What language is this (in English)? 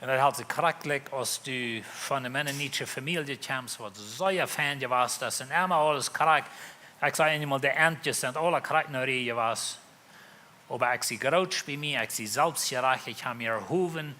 Plautdietsch